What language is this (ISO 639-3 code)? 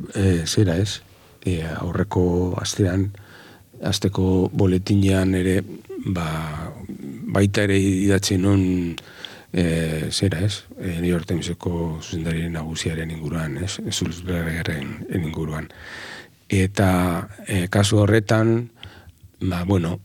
eus